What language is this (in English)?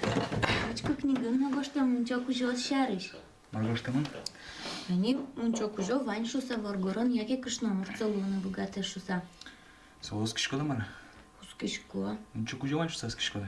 Udmurt